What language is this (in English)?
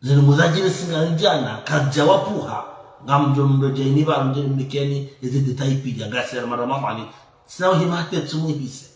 Ngazidja Comorian